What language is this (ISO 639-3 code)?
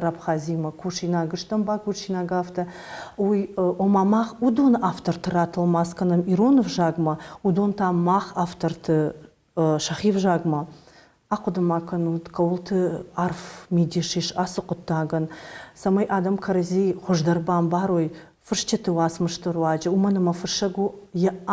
oss